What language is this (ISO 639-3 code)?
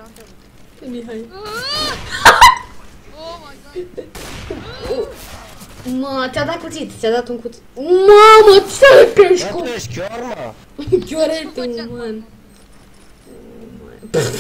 ron